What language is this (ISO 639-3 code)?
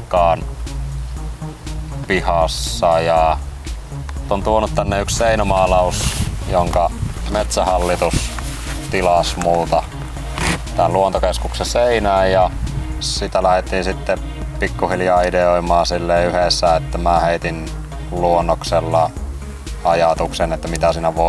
fin